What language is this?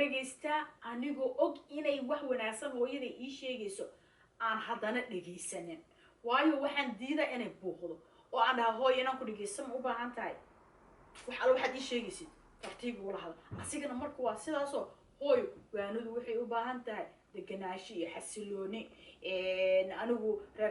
Somali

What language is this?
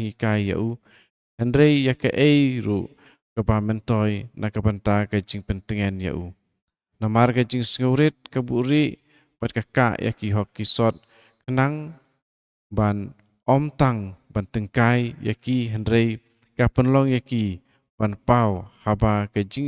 Khasi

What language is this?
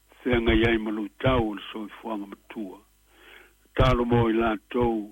Samoan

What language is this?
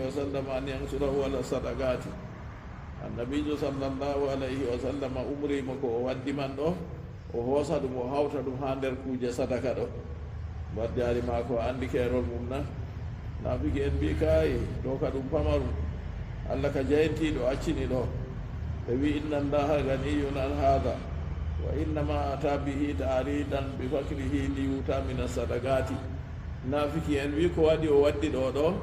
Fula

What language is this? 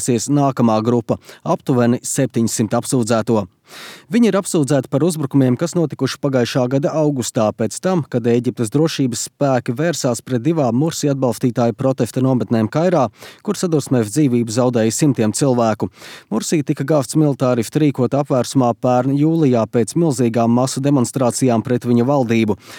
Latvian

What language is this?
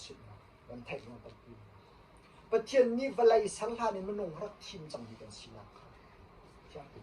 Hakha Chin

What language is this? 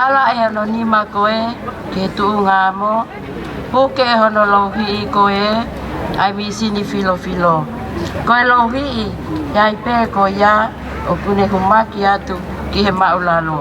Tongan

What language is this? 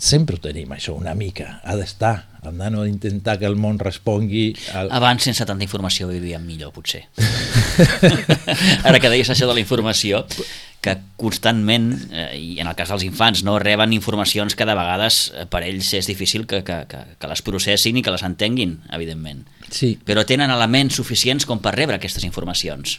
Catalan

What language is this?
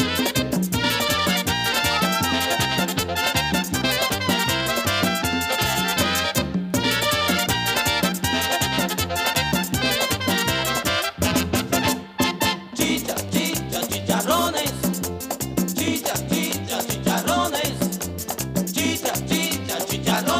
Spanish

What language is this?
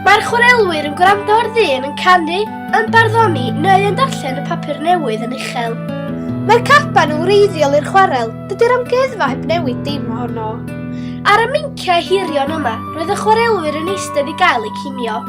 Welsh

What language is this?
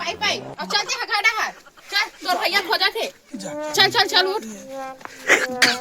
Chhattisgarhi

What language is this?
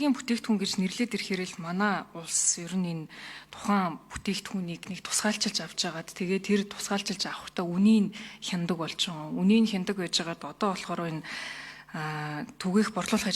Mongolian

